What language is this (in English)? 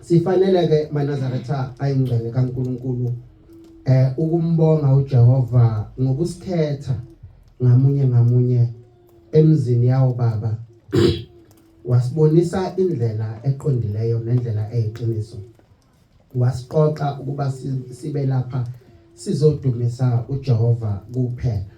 Zulu